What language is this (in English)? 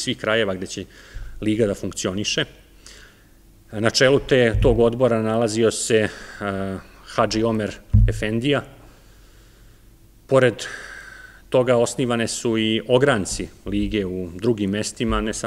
Serbian